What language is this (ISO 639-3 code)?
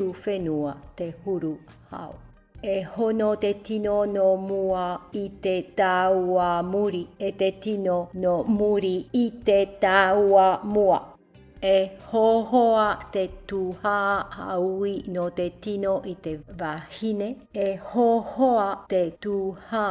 tah